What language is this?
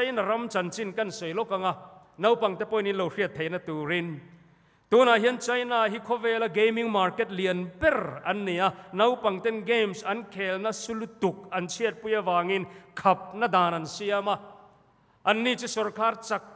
Mizo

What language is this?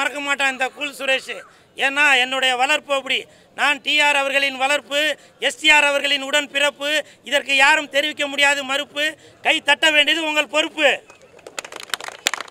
Tamil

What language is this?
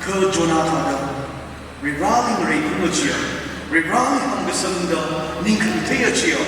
Tangkhul Naga (India)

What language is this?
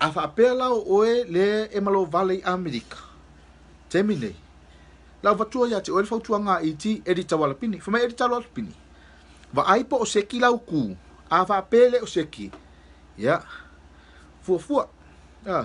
Samoan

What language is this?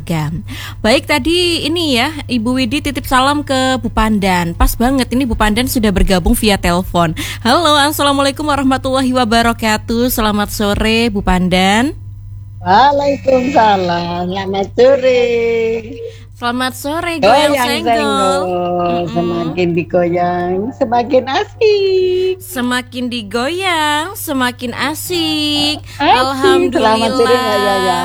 Indonesian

